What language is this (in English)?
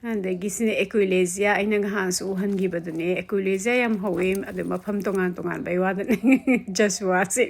Manipuri